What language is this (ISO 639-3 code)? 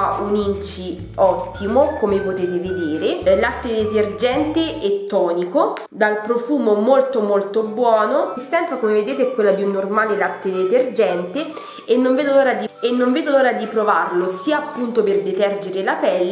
ita